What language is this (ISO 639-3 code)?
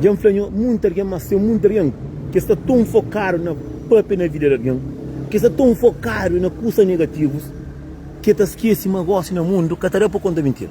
kea